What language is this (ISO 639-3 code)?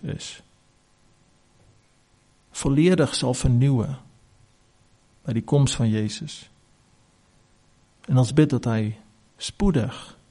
afr